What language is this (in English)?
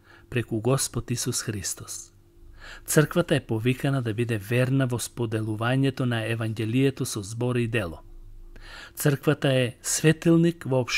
Macedonian